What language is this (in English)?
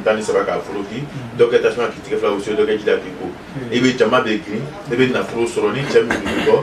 Bambara